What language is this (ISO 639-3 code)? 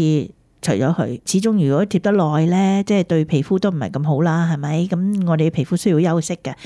yue